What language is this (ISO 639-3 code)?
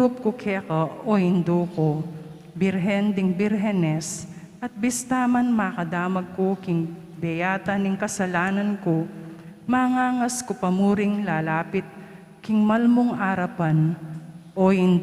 pam